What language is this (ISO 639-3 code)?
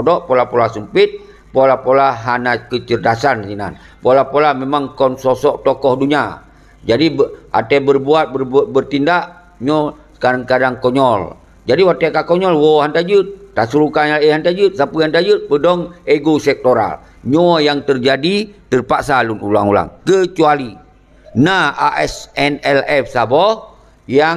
ace